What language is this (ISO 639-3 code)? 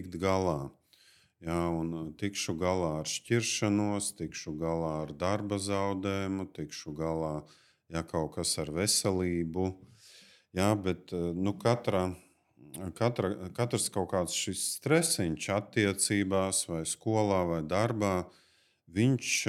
lav